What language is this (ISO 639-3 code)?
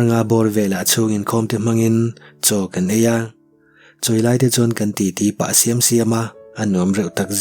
lus